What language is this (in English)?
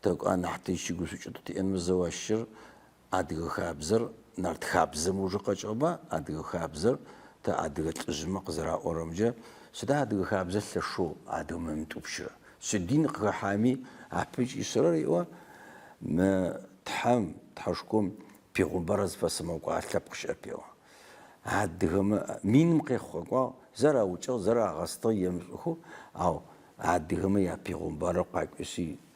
Adyghe